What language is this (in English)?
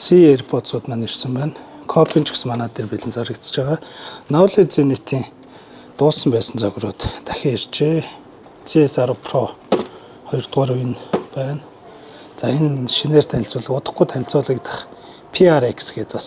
Mongolian